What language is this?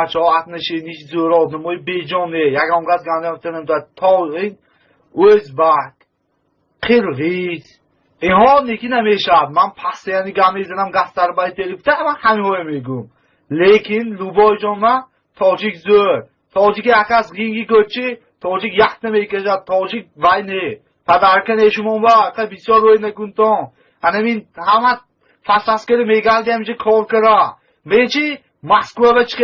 Tajik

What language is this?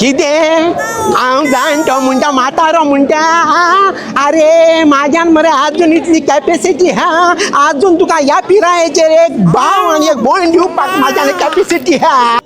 Konkani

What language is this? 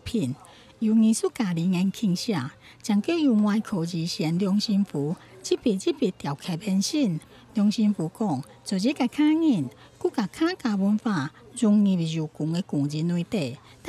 Hakka Chinese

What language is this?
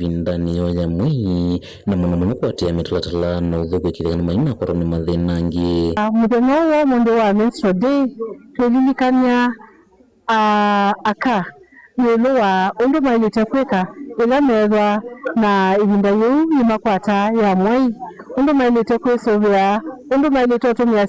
Kamba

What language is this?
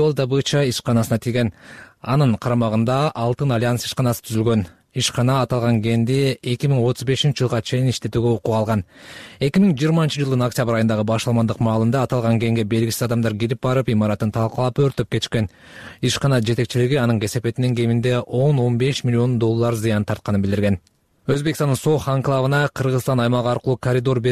Kyrgyz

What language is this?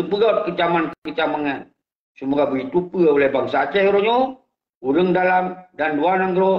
Achinese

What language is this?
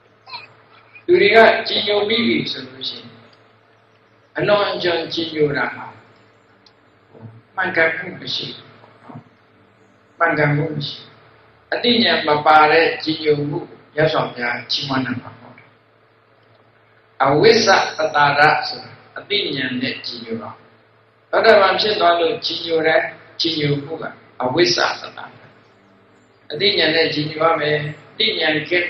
Burmese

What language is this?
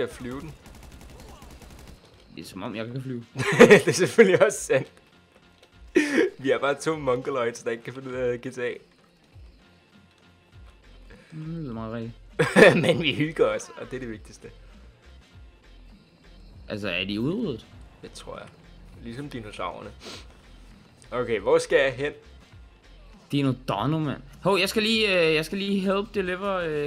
Danish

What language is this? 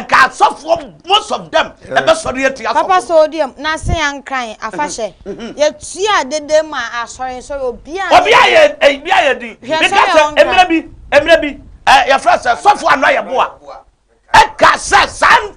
Akan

